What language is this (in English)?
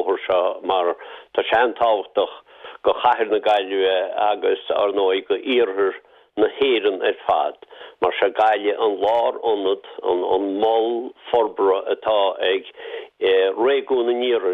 Irish